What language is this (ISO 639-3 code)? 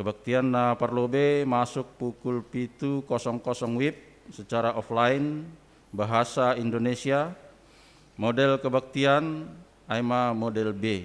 bts